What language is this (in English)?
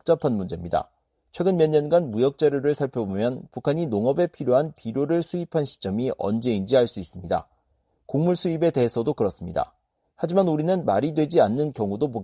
Korean